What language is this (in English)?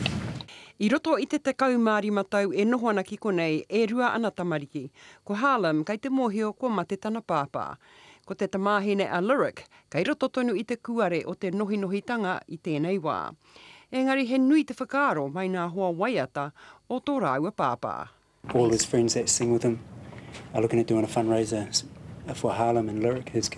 Māori